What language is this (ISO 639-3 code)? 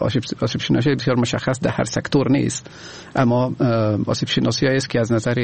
fas